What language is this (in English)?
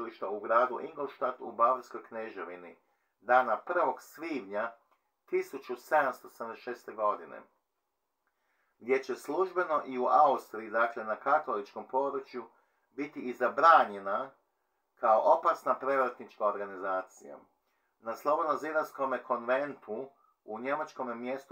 Croatian